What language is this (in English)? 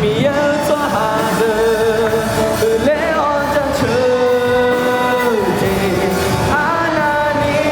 Akha